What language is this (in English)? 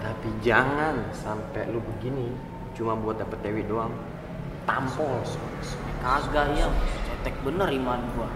Betawi